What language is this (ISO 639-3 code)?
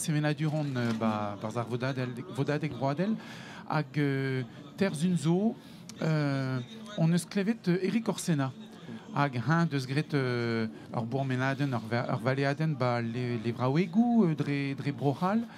bre